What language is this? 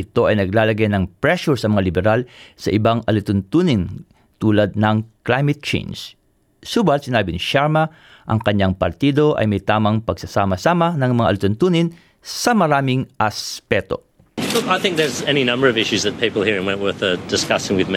Filipino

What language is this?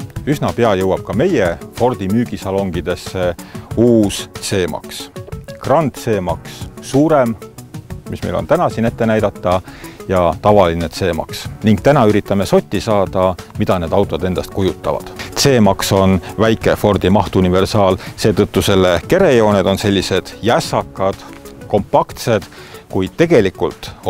Estonian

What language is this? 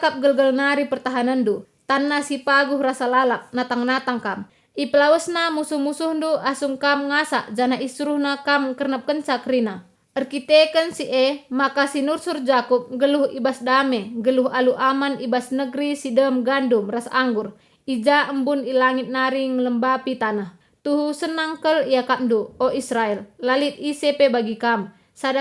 Batak Karo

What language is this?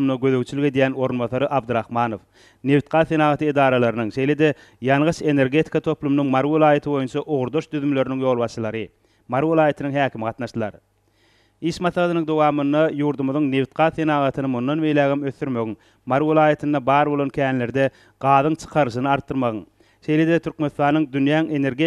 Turkmen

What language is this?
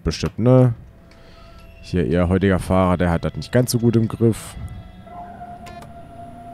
German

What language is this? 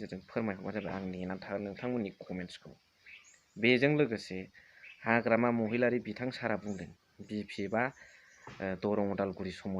Bodo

